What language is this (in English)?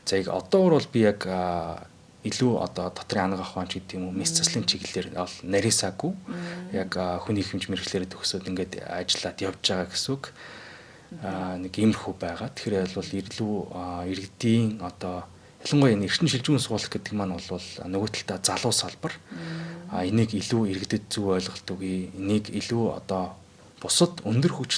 Mongolian